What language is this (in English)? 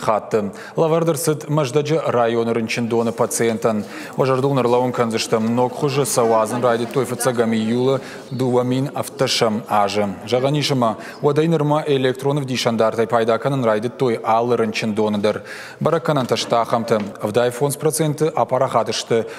Ossetic